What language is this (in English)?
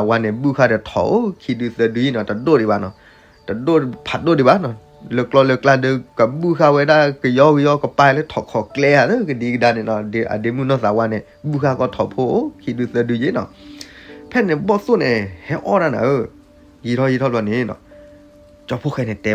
S'gaw Karen